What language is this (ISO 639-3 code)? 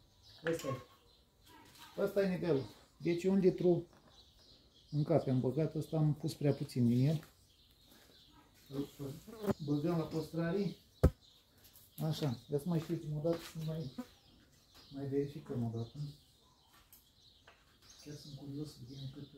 ron